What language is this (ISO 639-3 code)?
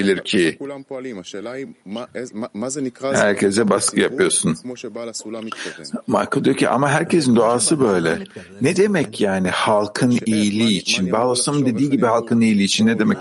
tur